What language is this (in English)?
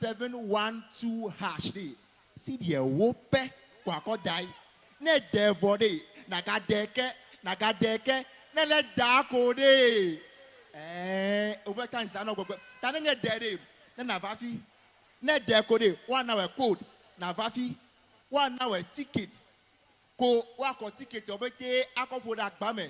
Ewe